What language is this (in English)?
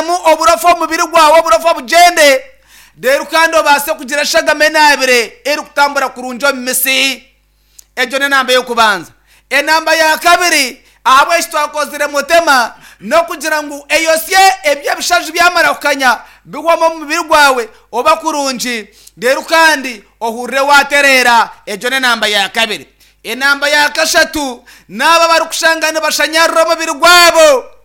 Nyankole